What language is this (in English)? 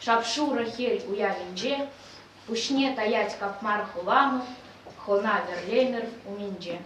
Chuvash